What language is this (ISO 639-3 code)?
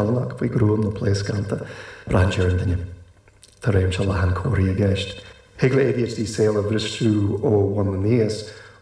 gle